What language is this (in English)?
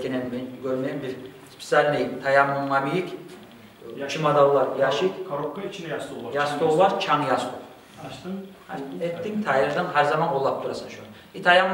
Kumyk